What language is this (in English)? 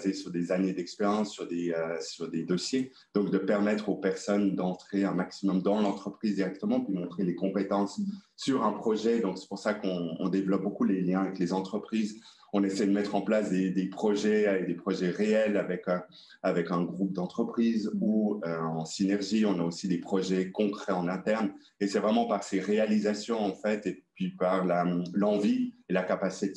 French